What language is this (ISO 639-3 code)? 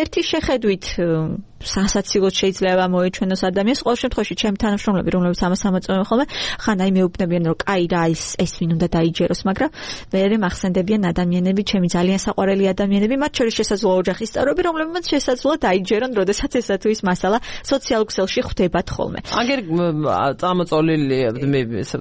kat